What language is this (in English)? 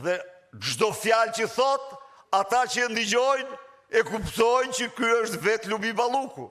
Albanian